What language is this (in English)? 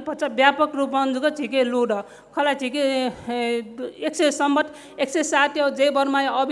Newari